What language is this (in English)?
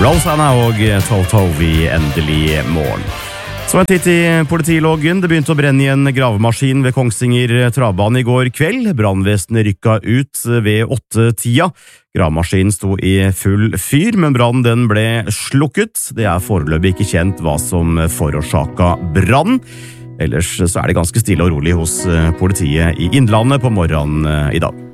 Norwegian